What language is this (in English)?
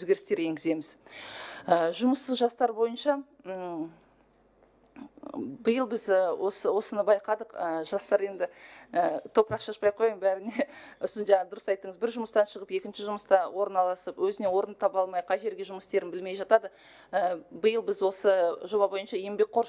Kazakh